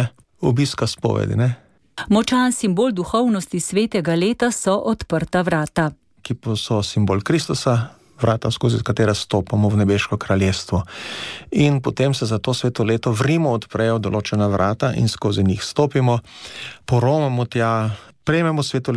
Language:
Slovenian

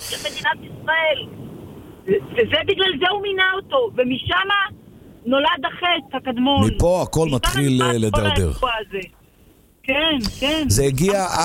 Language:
Hebrew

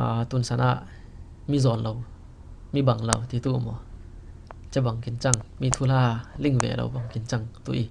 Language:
Falam Chin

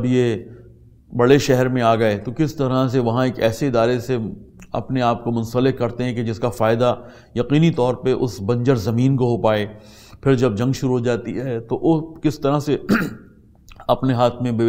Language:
Urdu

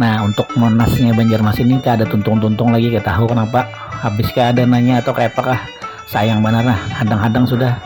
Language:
Banjar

